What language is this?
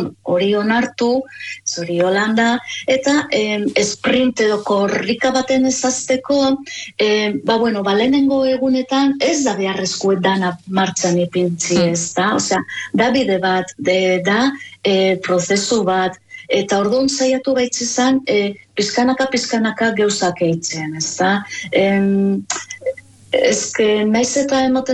Basque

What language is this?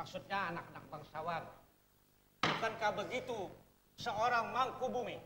Banjar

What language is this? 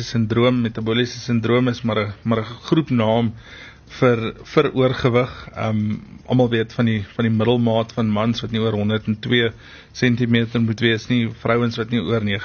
Afrikaans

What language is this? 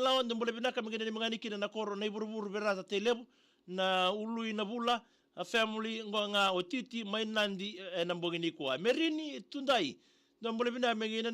Fijian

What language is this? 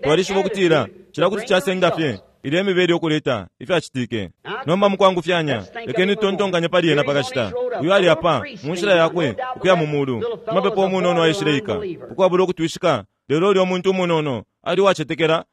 Bemba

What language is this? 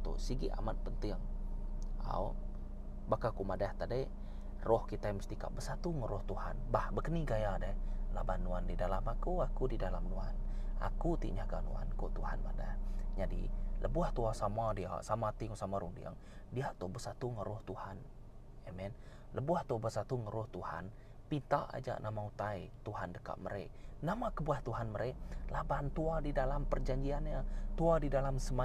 Iban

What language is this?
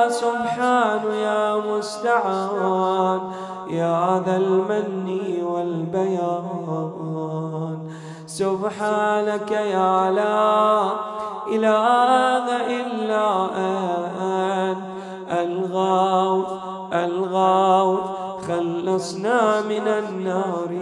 Arabic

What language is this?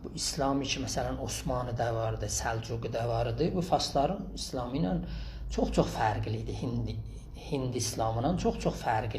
South Azerbaijani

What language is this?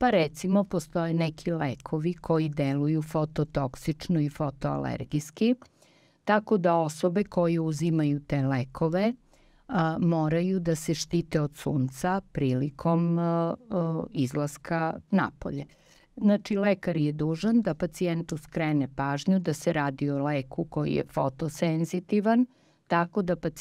Serbian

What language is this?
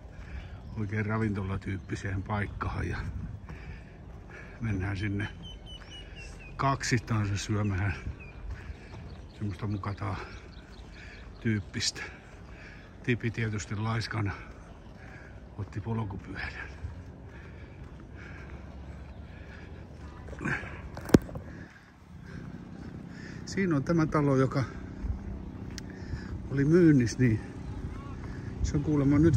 Finnish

